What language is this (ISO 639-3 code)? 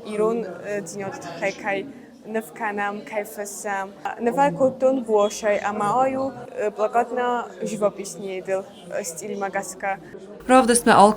oss